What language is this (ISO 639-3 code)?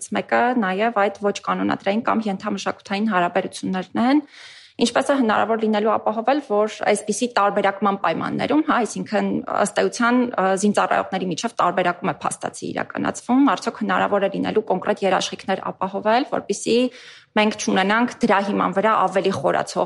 hye